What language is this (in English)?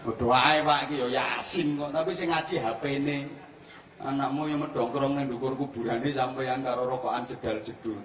Javanese